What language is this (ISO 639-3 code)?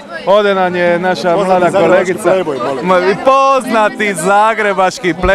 hrv